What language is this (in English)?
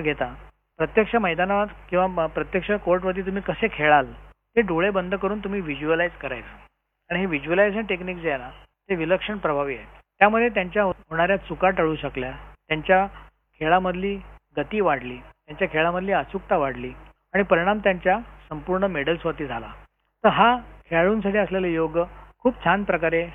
Marathi